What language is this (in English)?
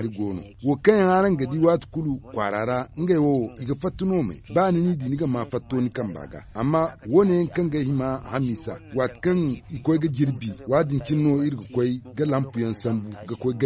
Zarma